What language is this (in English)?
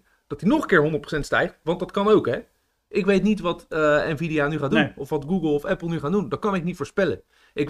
Dutch